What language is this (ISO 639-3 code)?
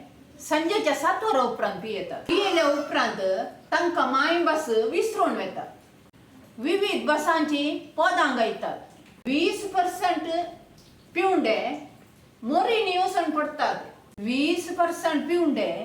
kok